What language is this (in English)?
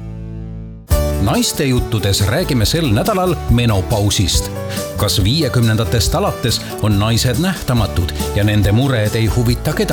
Estonian